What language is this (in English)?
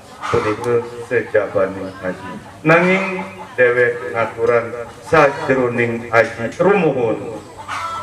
Sasak